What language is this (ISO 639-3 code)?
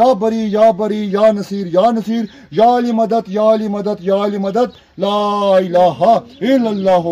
phr